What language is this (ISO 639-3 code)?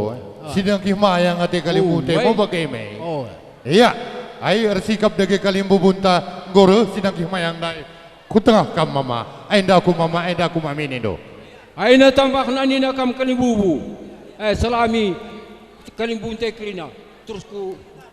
btx